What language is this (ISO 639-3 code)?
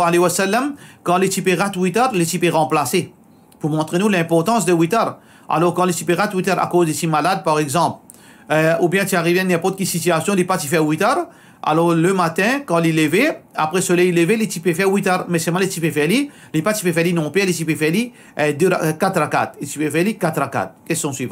mfe